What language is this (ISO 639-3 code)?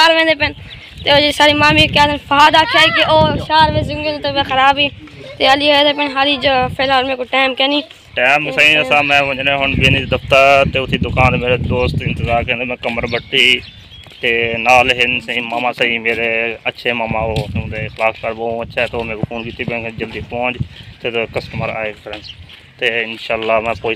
skr